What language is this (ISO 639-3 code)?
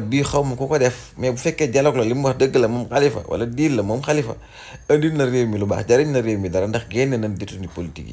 wol